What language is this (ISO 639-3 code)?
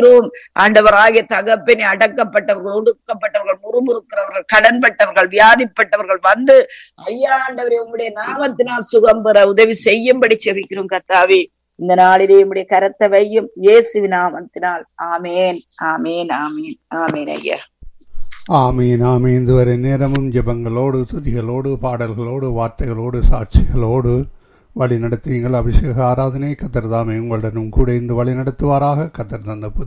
tam